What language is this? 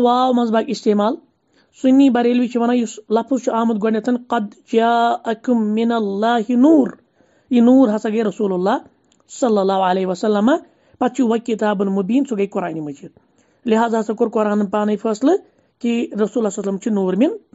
Kashmiri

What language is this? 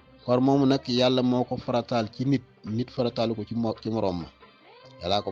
Wolof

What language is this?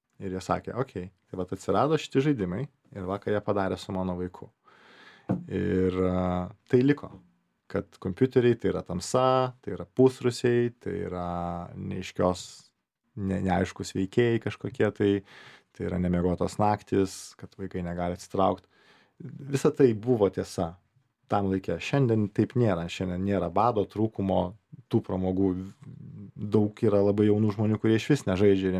Lithuanian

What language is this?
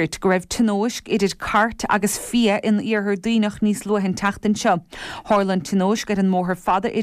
Irish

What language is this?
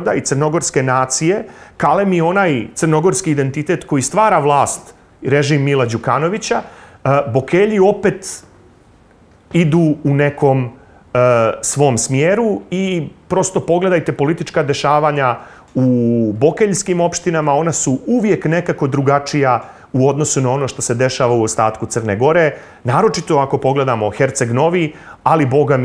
Serbian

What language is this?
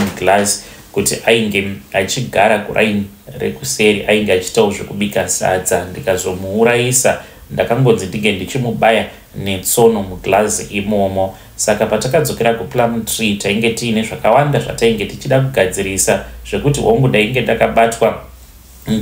Shona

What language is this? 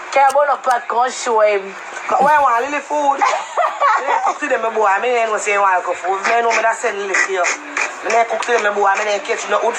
Jamaican Creole English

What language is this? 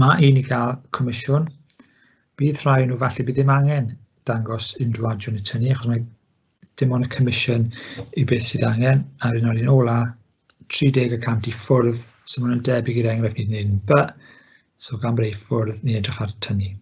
Welsh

